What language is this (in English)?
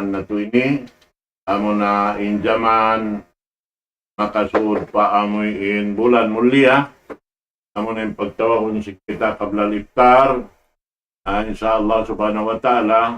Tausug